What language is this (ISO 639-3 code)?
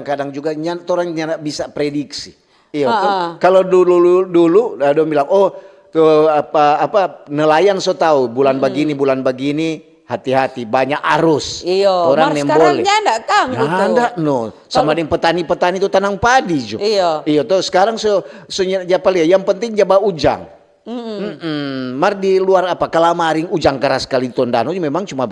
xmm